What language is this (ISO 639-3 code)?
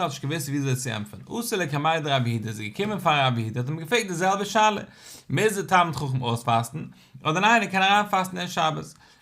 yid